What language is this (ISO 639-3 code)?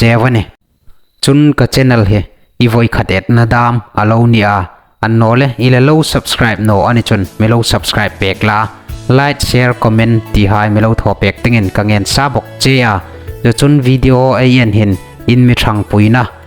hmr